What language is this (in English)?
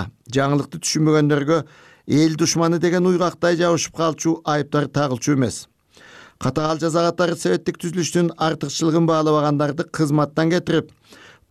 Kyrgyz